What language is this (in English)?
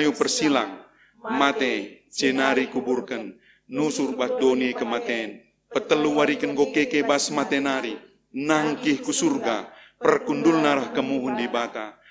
Batak Karo